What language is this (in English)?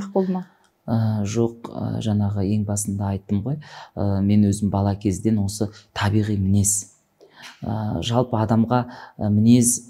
Kazakh